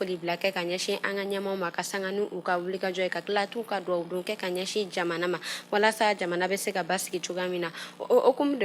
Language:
Bambara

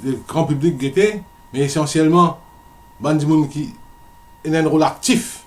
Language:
Morisyen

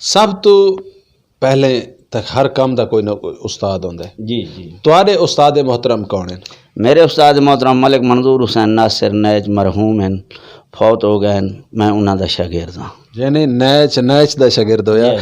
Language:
Saraiki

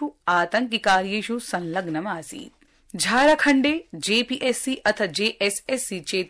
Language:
Sanskrit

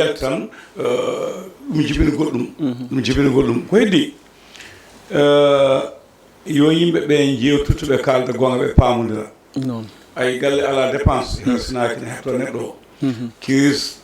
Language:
Fula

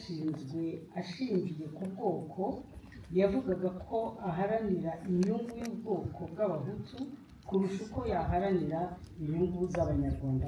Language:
Kinyarwanda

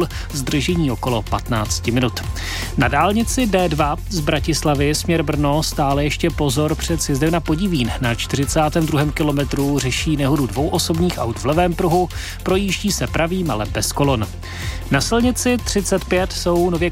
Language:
Czech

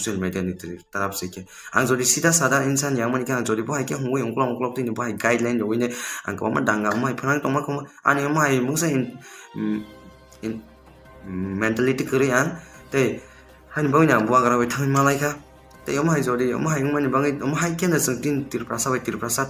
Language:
Kok Borok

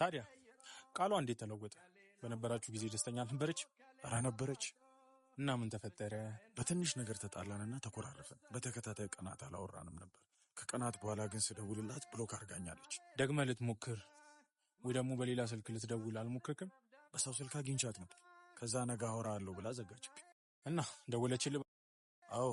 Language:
Amharic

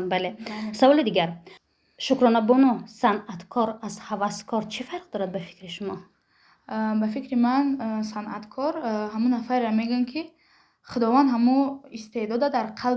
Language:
Tajik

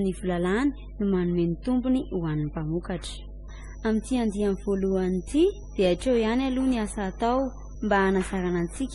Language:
Malagasy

